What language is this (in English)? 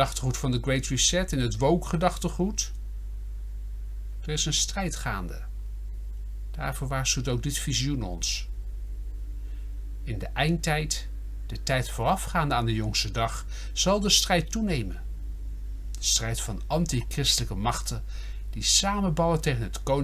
Dutch